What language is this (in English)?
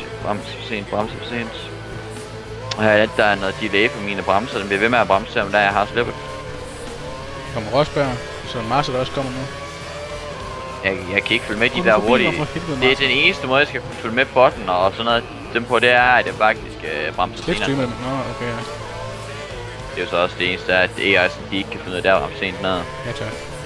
Danish